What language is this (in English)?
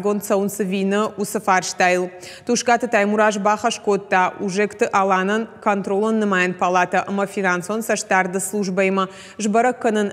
Ossetic